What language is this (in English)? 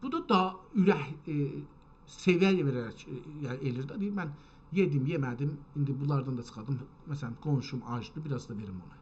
South Azerbaijani